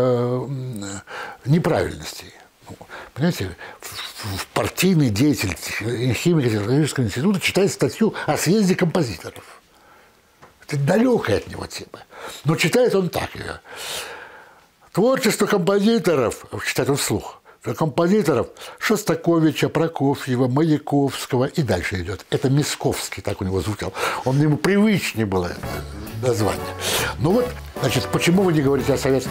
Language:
Russian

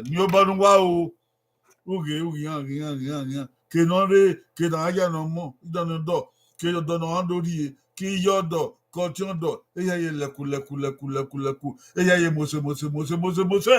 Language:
Bini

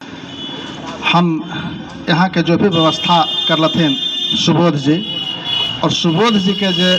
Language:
Magahi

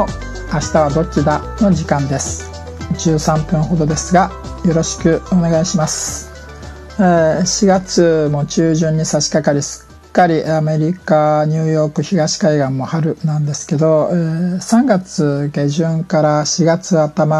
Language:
Japanese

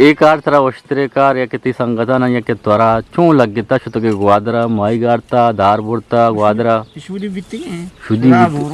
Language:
Eastern Balochi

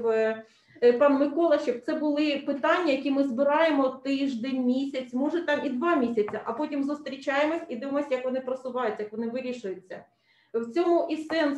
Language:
Ukrainian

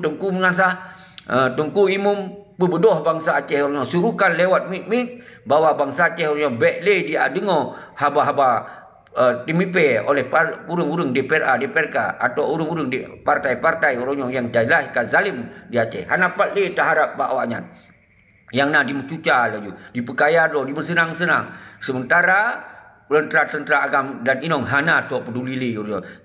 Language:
Achinese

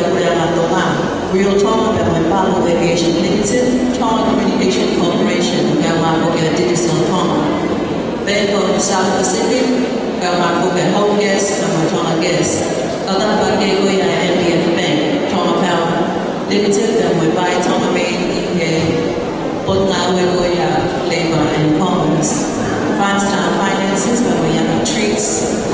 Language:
Tongan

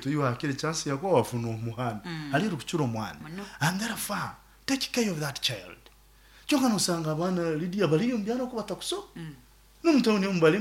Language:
Nyoro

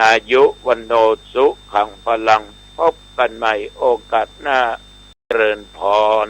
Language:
Pali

